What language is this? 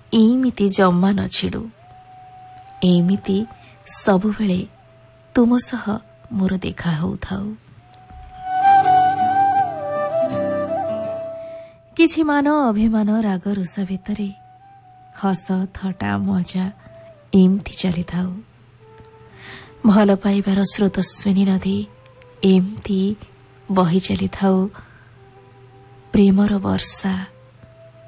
Odia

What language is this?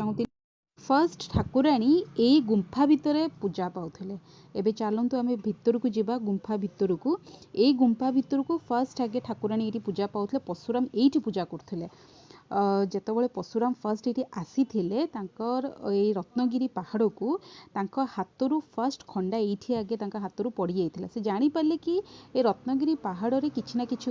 Odia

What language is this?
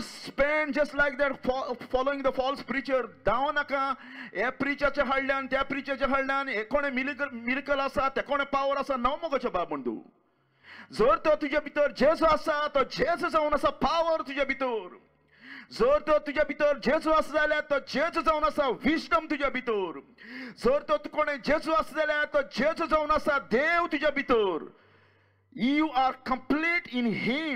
Konkani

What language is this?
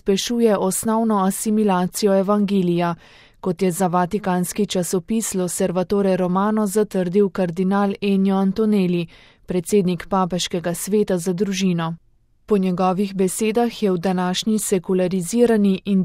Slovenian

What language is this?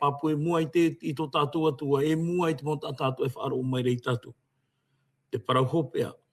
Tahitian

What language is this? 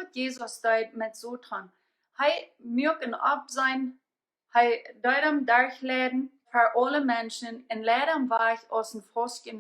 Plautdietsch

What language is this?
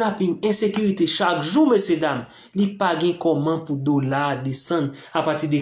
Haitian Creole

